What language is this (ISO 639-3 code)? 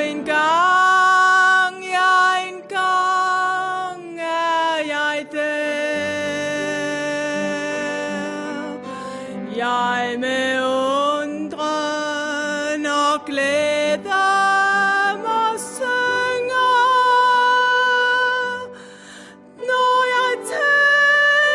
dan